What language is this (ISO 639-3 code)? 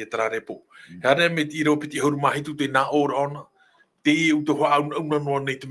tah